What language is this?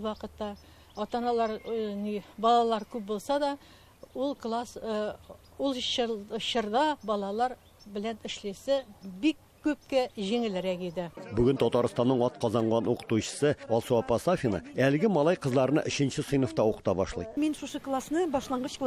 Tatar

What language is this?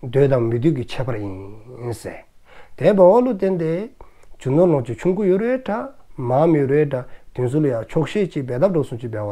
Dzongkha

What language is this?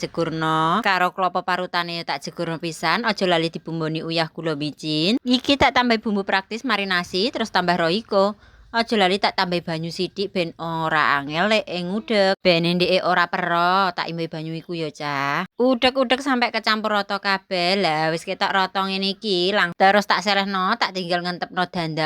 Javanese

